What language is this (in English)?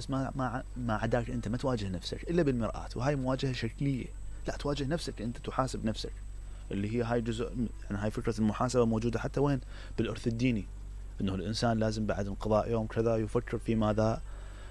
Mesopotamian Arabic